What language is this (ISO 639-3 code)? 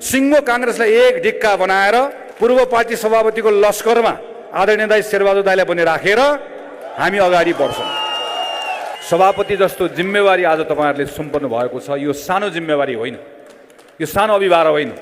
nep